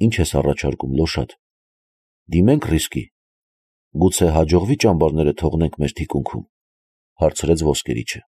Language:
Armenian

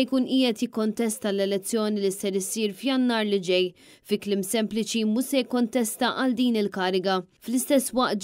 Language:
Maltese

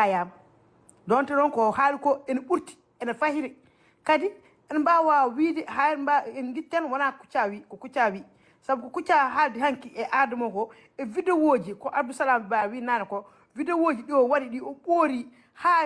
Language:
Fula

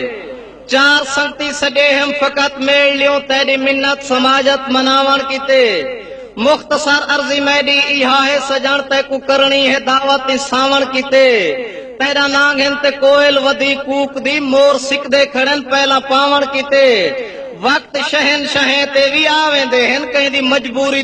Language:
Saraiki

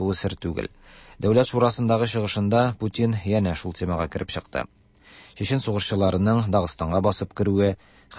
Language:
Tatar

